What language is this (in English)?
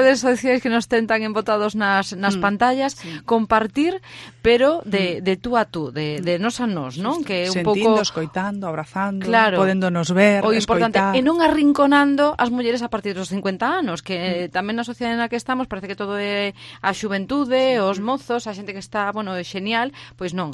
Galician